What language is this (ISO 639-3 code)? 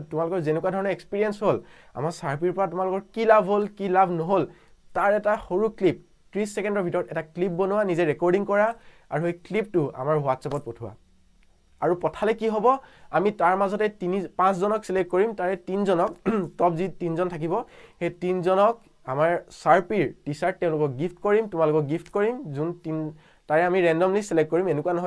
asm